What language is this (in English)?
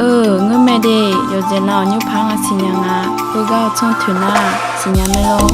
Akha